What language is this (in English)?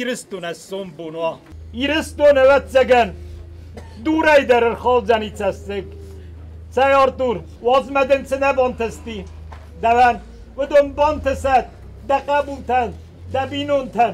Ossetic